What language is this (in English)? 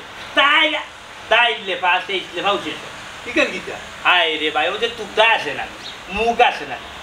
Sylheti